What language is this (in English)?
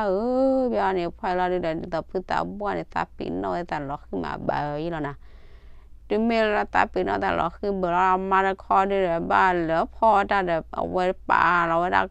S'gaw Karen